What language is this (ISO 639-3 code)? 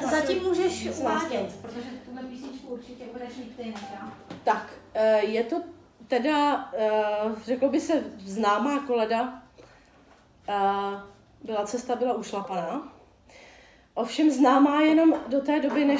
ces